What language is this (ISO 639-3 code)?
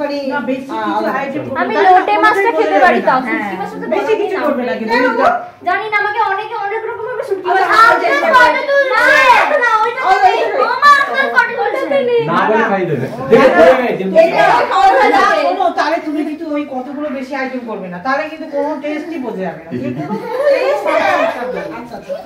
ben